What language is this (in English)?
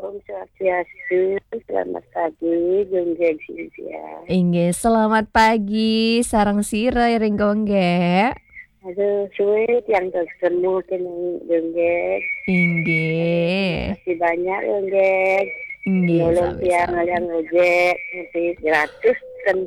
Balinese